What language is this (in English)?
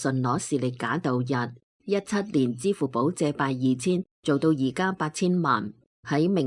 Cantonese